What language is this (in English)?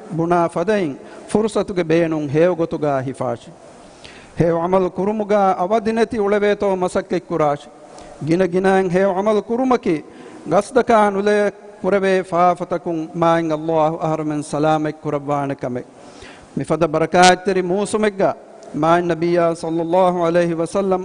Divehi